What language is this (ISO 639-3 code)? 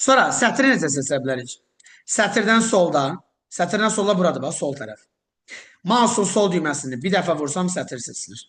aze